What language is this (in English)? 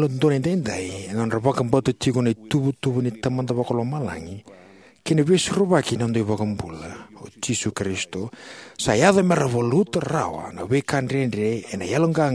Fijian